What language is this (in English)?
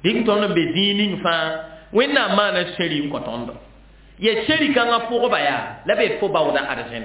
Mossi